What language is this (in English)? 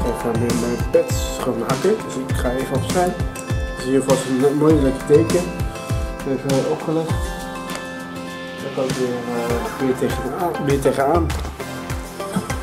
Dutch